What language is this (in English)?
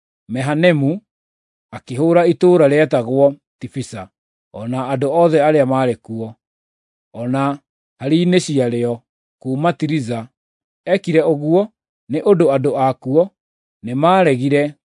Kikuyu